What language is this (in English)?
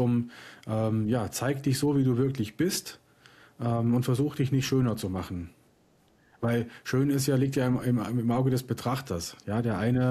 German